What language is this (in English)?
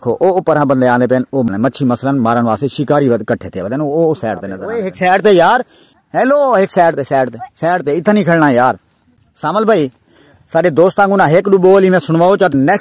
Saraiki